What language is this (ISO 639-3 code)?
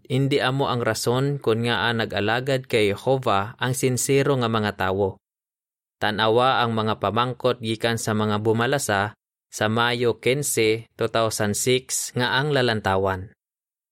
hil